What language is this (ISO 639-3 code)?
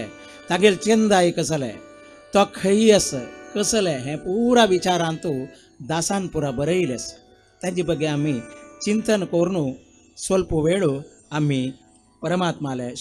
kok